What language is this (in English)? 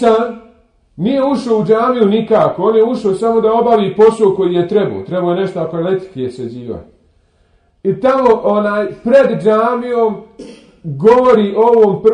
Bosnian